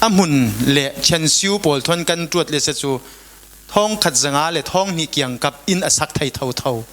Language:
Falam Chin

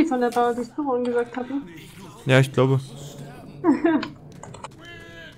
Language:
German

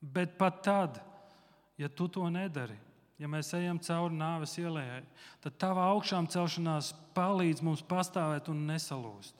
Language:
Latvian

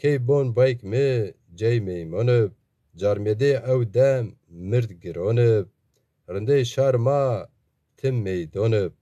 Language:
Zaza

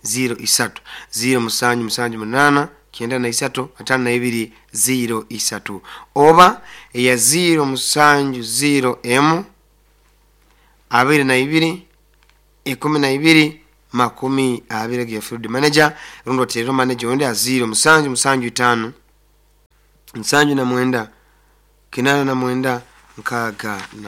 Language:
Nyoro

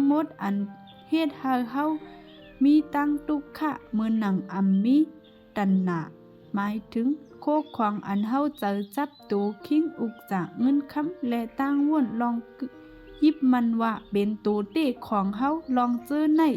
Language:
Shan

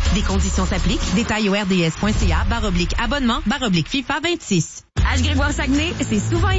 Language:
French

